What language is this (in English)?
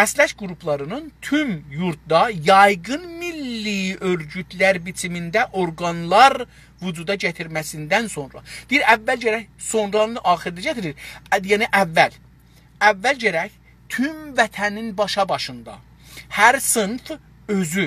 South Azerbaijani